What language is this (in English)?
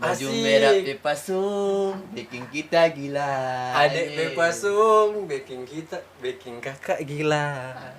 Manado Malay